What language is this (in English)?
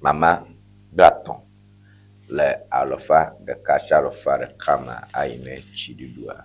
Ewe